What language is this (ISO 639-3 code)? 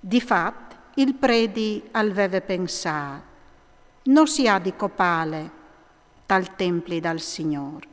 fur